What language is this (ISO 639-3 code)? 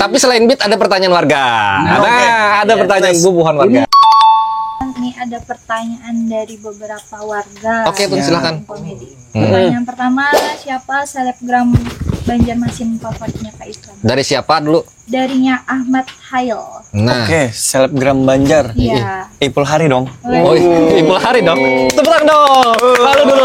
bjn